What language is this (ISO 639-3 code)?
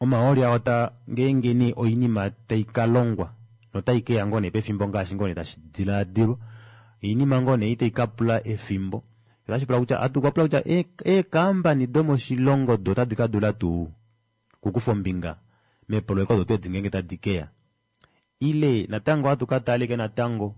kua